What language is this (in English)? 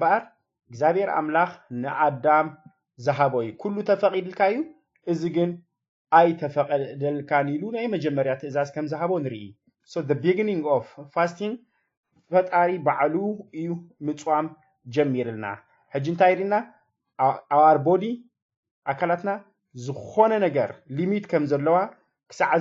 Tigrinya